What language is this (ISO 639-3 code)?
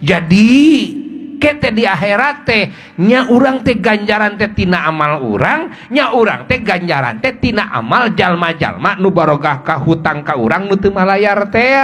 sun